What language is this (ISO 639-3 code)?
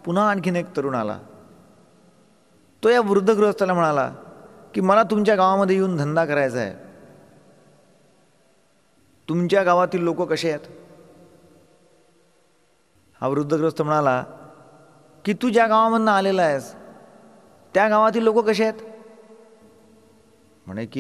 mar